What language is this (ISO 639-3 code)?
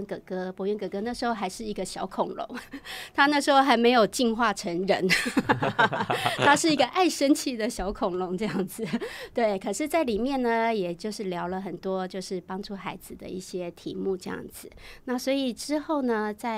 zho